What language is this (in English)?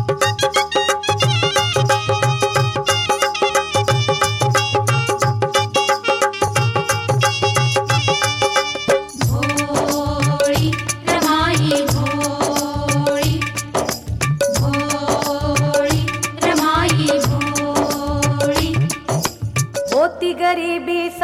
Marathi